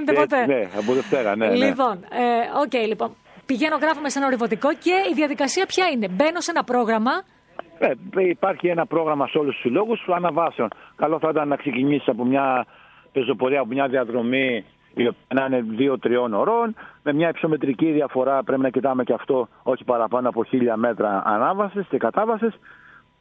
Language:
Greek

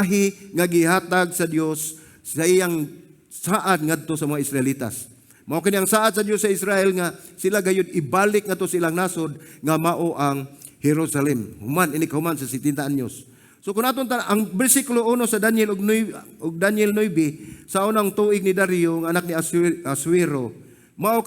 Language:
Cebuano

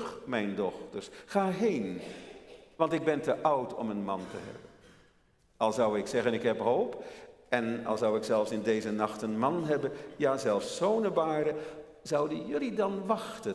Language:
Dutch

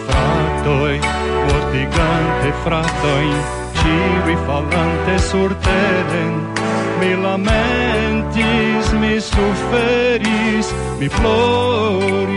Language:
Esperanto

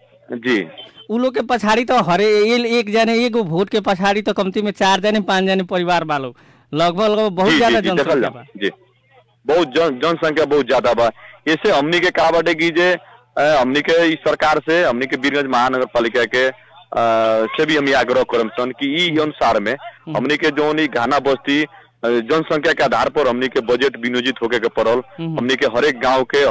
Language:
Bhojpuri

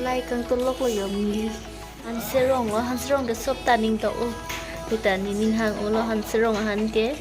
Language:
Karbi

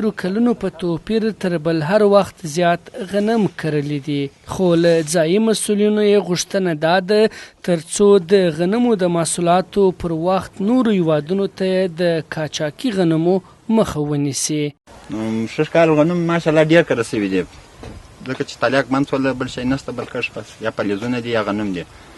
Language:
Pashto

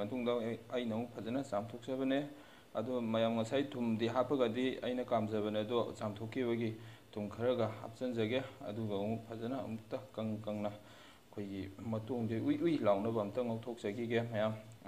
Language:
Manipuri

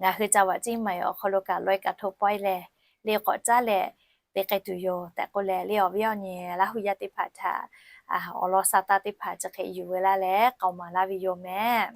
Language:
Lahu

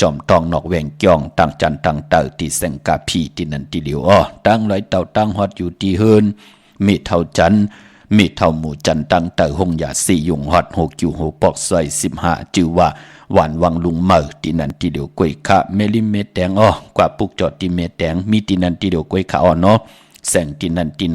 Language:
Shan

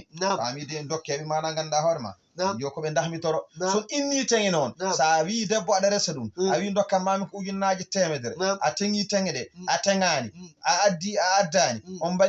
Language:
Fula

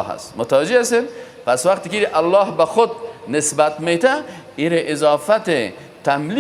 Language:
Persian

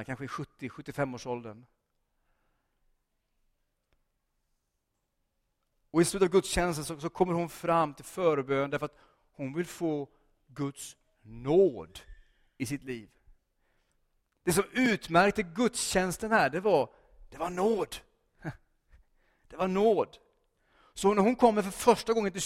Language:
Swedish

